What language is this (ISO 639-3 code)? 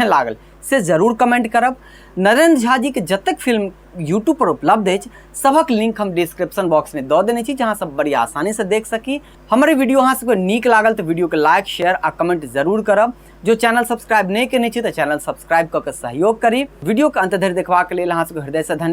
mai